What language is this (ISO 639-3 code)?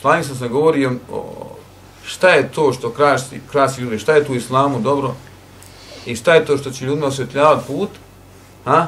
bos